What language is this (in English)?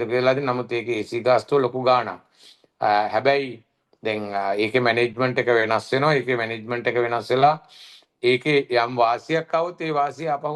Sinhala